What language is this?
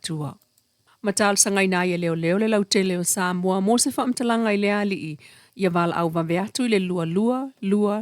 Samoan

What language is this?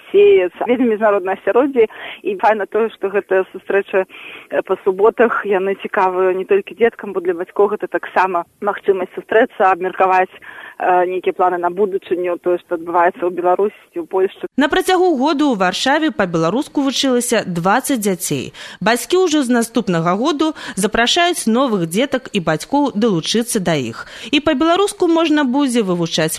Belarusian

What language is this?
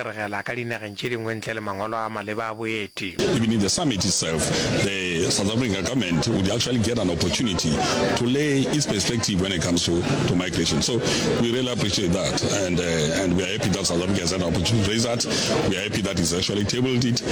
Northern Sotho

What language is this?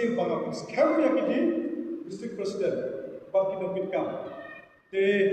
Khasi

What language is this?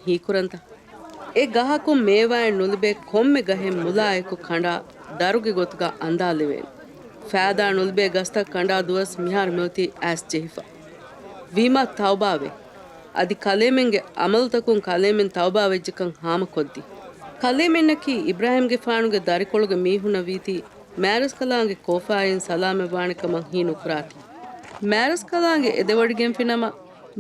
Divehi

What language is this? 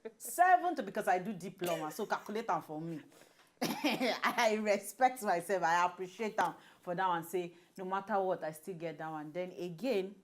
Nigerian Pidgin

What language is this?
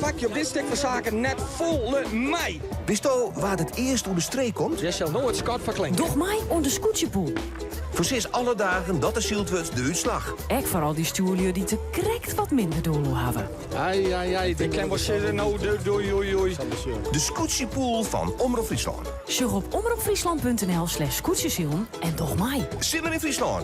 Western Frisian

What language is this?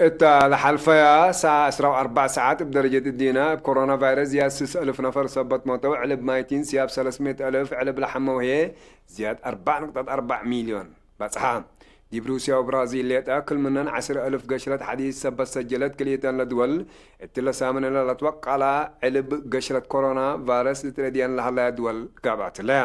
Tigre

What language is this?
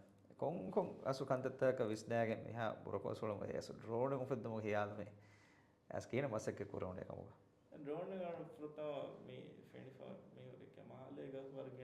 Divehi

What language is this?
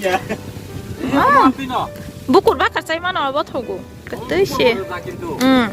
Kok Borok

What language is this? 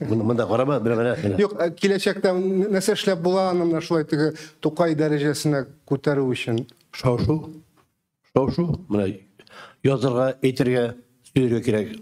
Tatar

